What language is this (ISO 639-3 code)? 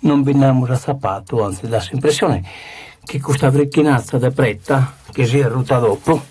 srd